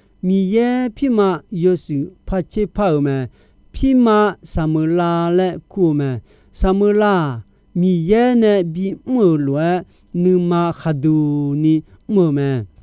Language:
Akha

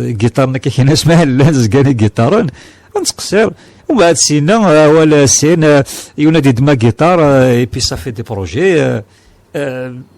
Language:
Kabyle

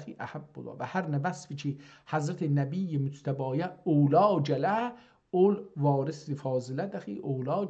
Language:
South Azerbaijani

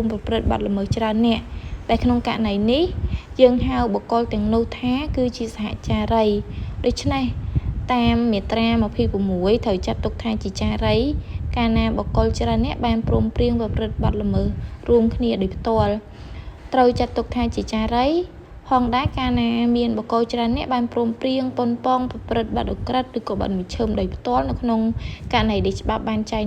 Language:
Khmer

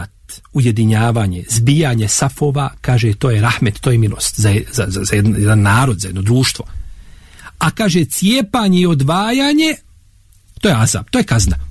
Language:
Bosnian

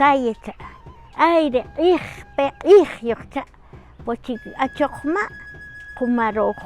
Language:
Kaqchikel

